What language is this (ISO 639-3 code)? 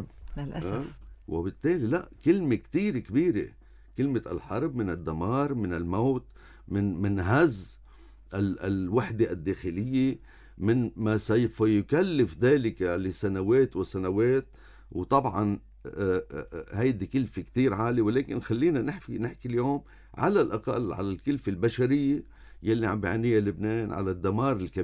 apc